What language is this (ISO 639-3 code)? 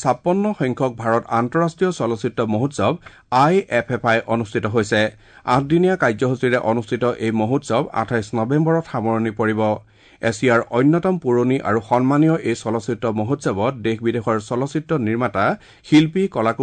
asm